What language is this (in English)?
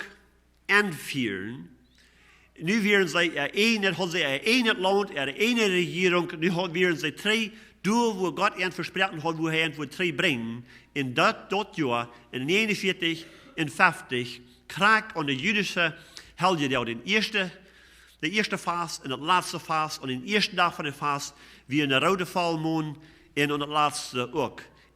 Plautdietsch